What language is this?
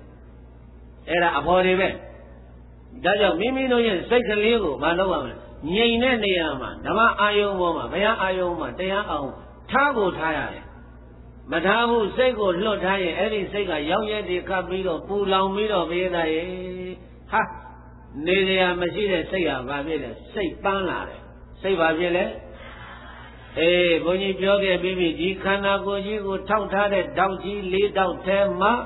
Burmese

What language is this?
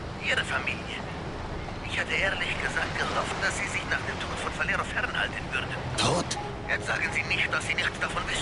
Bavarian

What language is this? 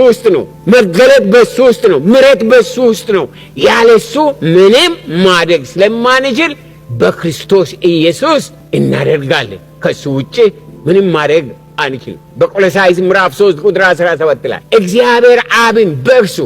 Amharic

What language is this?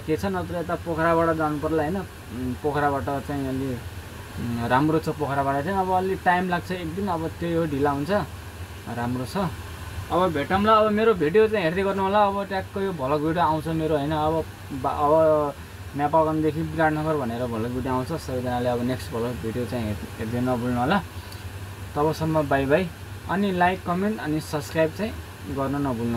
Nepali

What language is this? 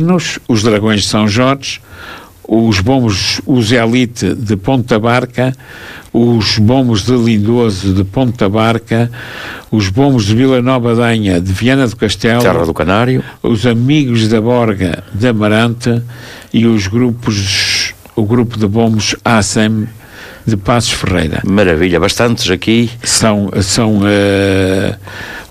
Portuguese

